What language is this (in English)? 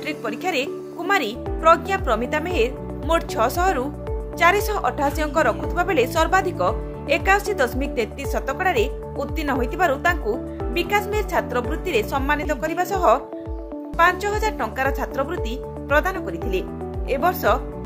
Odia